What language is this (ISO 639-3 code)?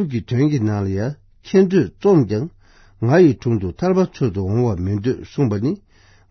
bod